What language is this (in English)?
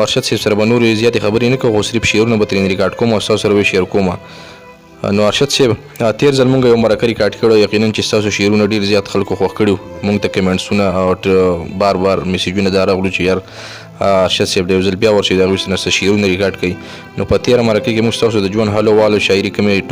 Pashto